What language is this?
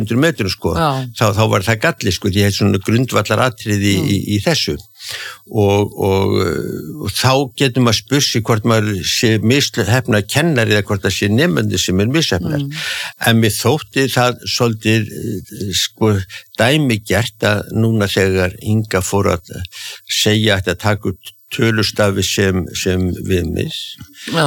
Icelandic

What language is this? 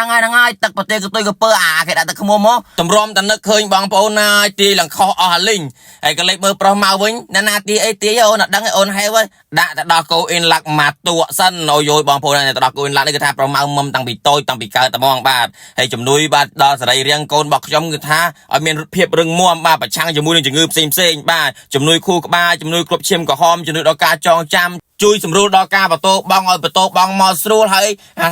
Khmer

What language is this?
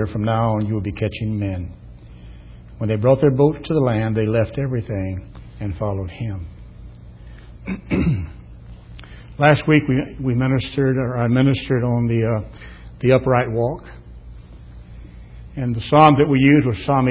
English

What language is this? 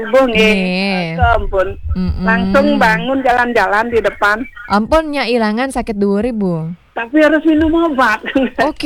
Balinese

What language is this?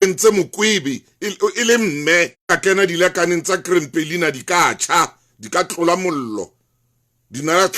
Southern Sotho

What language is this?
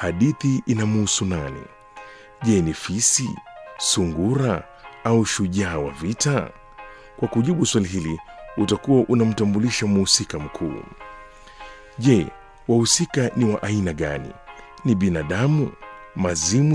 Swahili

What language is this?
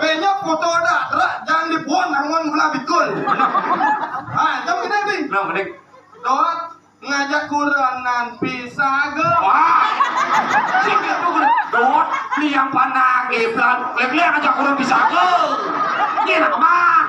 Balinese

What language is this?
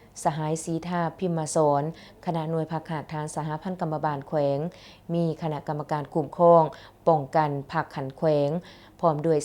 Lao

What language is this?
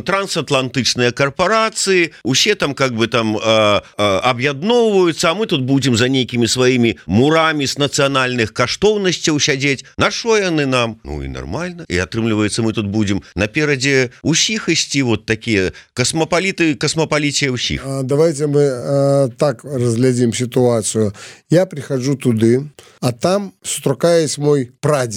Belarusian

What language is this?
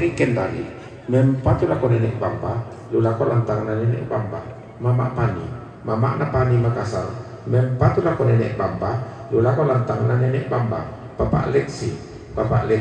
Toraja-Sa'dan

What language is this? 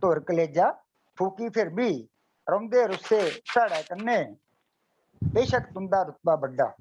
Dogri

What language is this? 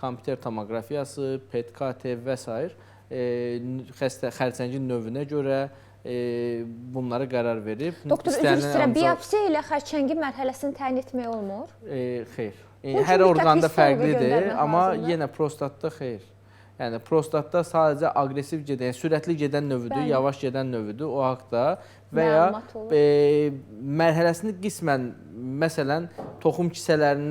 Azerbaijani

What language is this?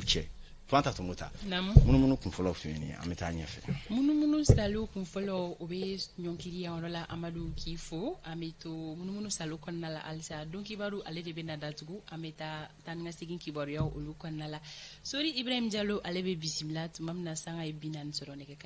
Bambara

